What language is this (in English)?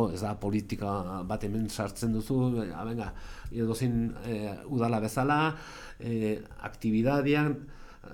Basque